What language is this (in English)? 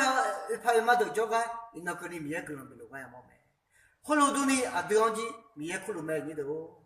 Akha